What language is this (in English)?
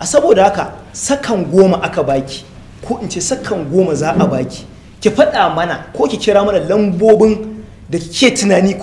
Hausa